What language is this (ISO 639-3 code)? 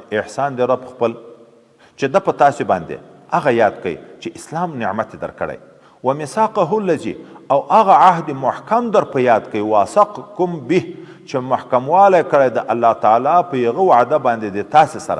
pus